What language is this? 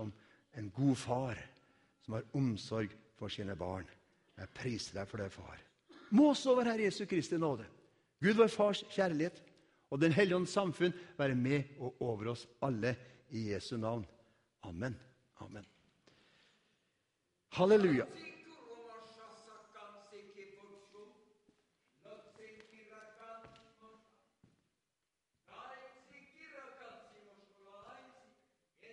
Norwegian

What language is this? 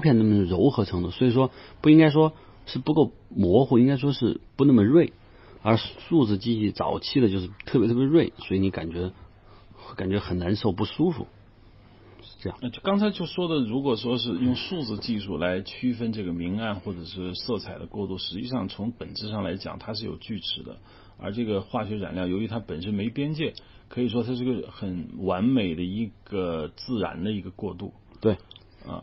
Chinese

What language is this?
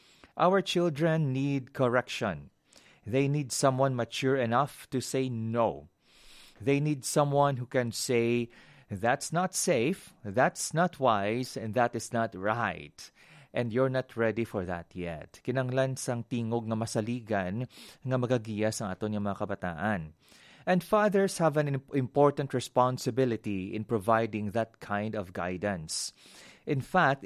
Hiligaynon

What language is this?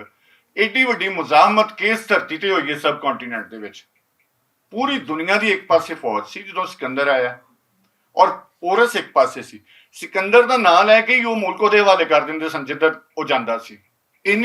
Western Panjabi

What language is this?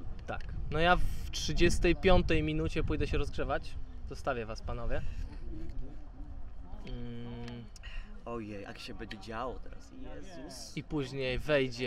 Polish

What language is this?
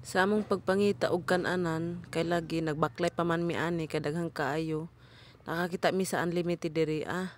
Cebuano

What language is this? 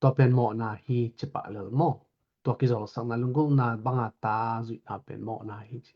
Tedim Chin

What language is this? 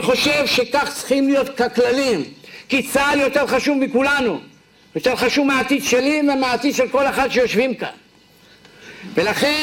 Hebrew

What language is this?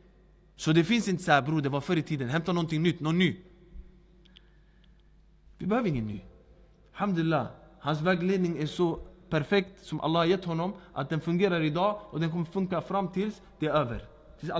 Swedish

